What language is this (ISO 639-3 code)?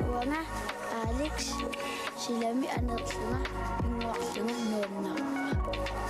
kal